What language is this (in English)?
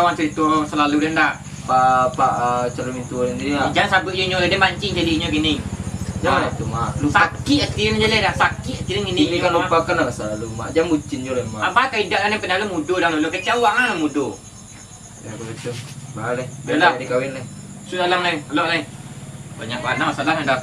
Minangkabau